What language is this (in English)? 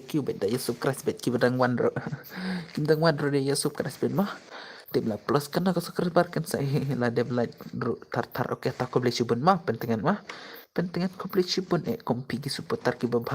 Khasi